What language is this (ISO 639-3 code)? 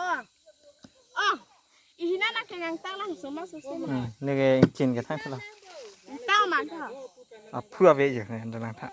mjw